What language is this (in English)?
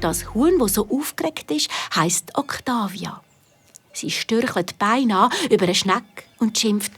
Swiss German